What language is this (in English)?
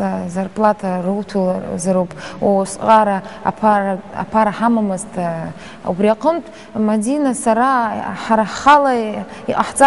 Abkhazian